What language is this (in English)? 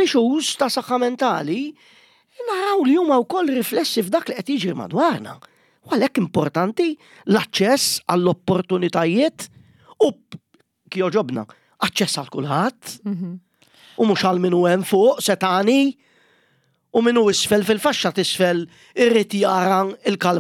Maltese